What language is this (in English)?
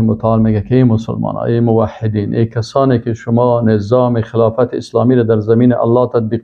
Persian